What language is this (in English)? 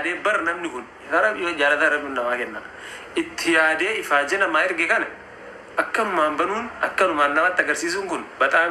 Oromo